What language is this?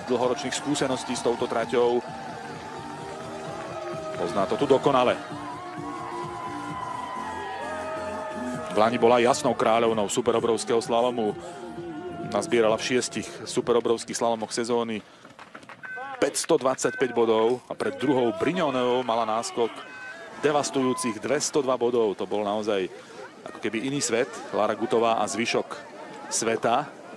Slovak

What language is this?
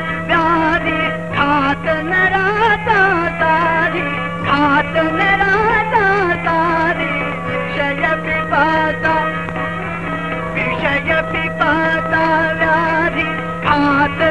Marathi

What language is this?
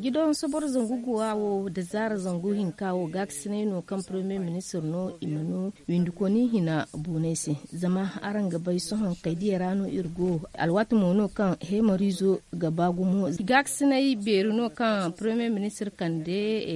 Zarma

